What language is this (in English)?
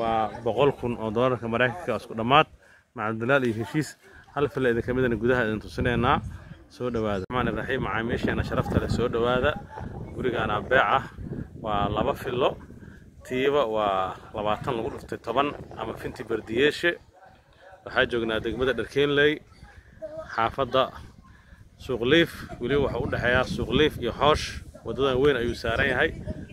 Somali